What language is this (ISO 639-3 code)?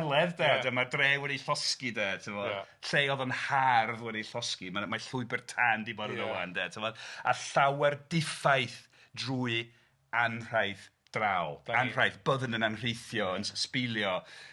cym